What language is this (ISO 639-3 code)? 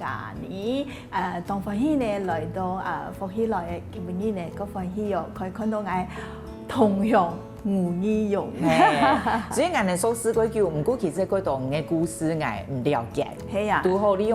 hak